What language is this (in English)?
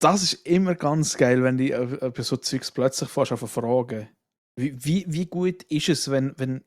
Swiss German